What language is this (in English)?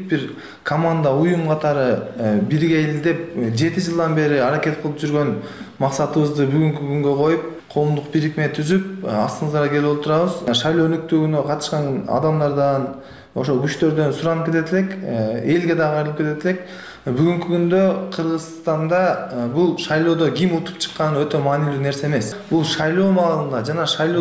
Kyrgyz